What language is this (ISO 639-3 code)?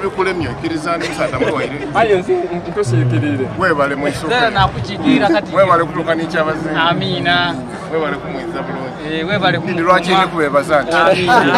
xog